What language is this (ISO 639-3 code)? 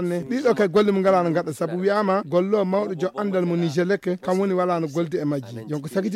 ful